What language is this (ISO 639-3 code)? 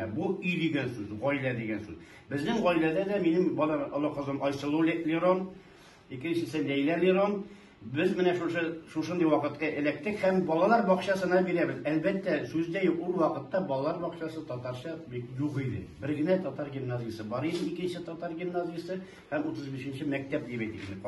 tat